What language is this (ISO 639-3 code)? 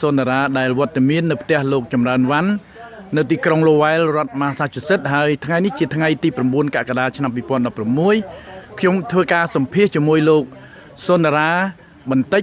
khm